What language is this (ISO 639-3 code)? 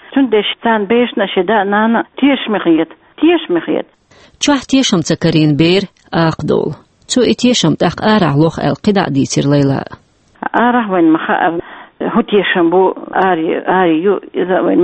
che